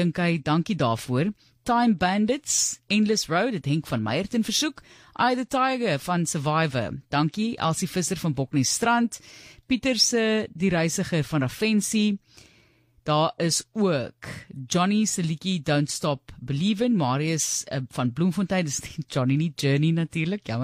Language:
Afrikaans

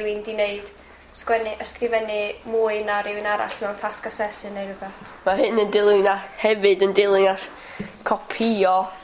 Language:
Welsh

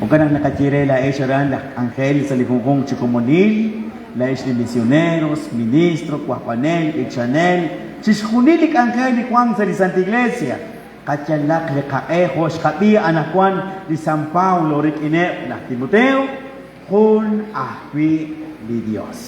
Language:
Kekchí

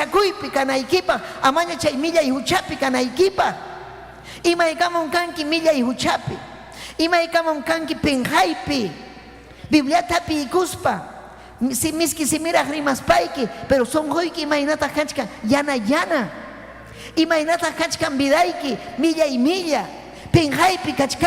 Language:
Ayacucho Quechua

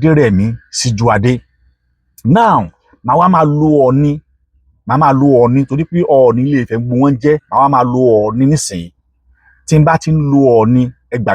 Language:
Yoruba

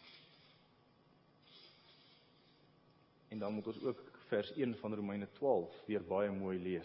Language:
Afrikaans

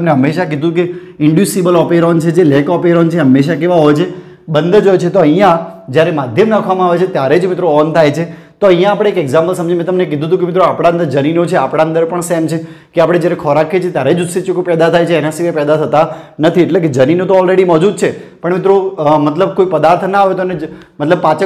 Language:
Gujarati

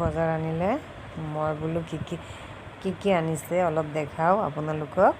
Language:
Assamese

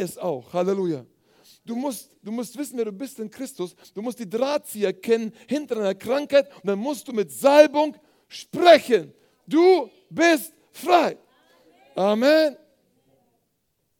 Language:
German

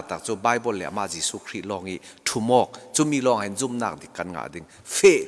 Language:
Falam Chin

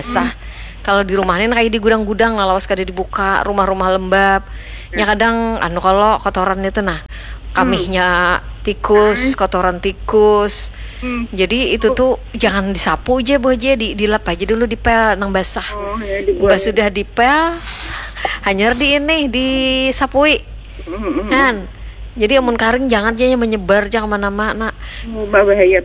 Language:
Banjar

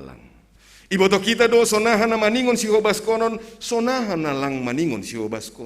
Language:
Batak Simalungun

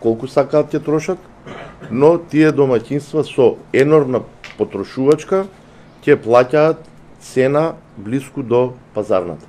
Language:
Macedonian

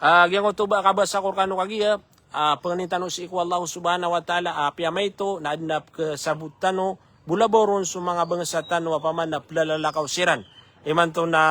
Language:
Maranao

